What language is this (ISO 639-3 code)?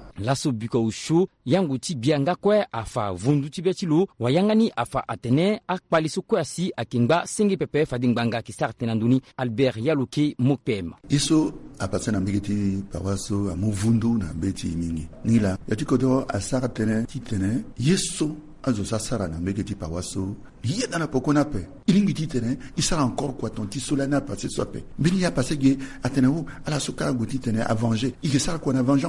sag